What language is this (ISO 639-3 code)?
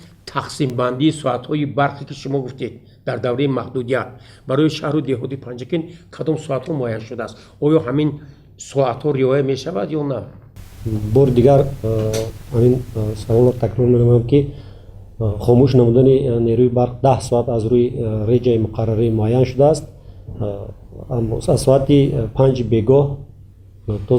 tgk